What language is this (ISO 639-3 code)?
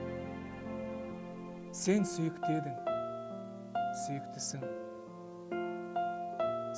kaz